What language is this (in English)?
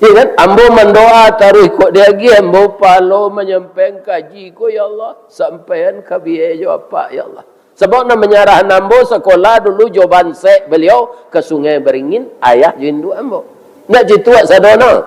Minangkabau